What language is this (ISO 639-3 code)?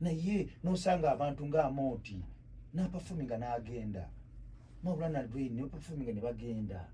lug